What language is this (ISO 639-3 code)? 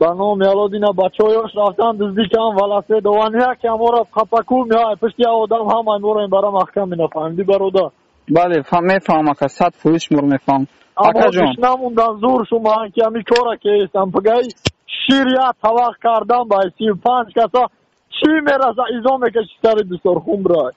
tgk